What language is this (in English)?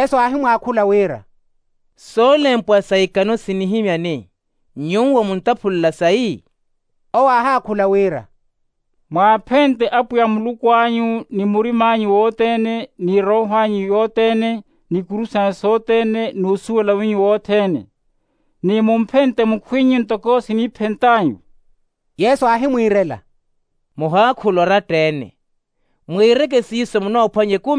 Makhuwa